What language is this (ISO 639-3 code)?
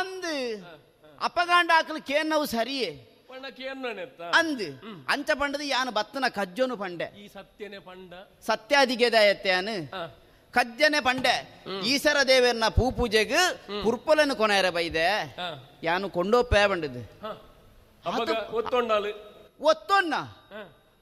tcy